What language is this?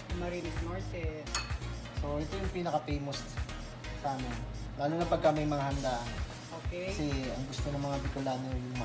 Filipino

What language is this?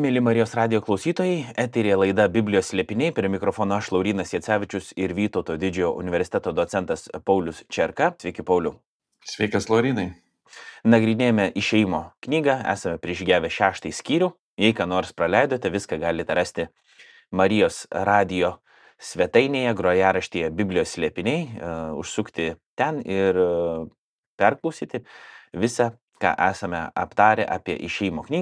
Lithuanian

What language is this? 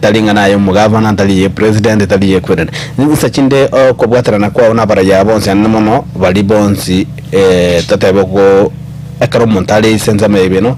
Gusii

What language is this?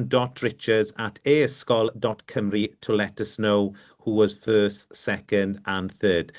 Welsh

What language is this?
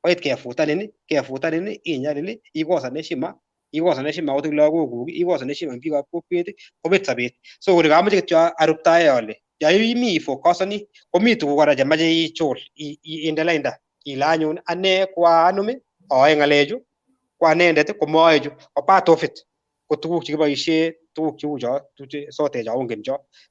Kalenjin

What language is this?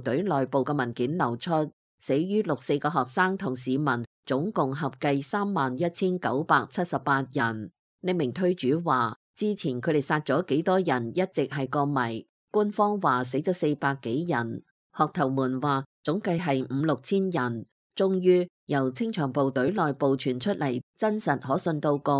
Cantonese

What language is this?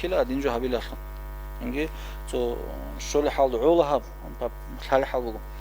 Avaric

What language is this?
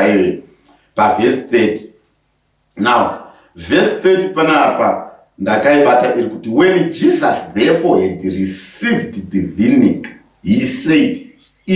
Shona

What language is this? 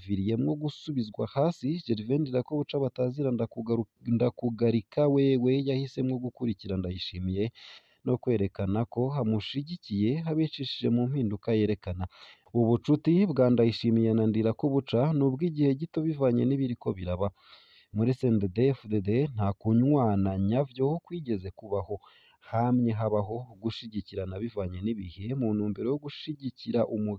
Rundi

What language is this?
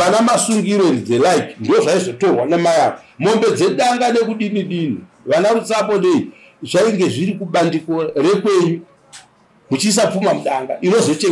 Shona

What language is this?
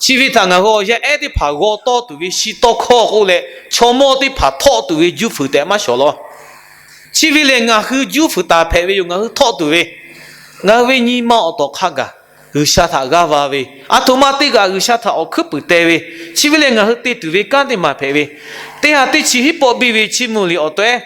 Lahu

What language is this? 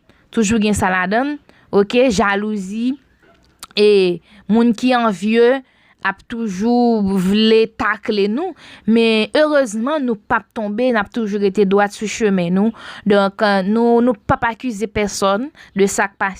Haitian Creole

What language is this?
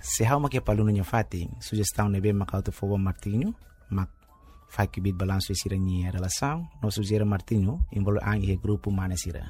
Tetum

